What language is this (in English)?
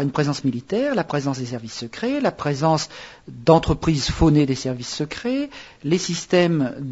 French